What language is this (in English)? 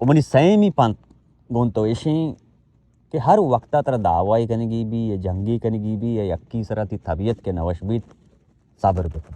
Baluchi